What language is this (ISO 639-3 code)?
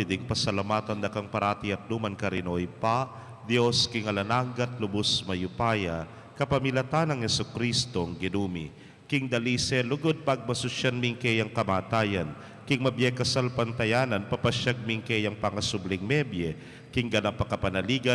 pam